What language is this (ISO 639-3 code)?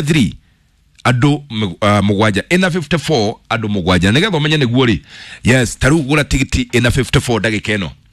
kik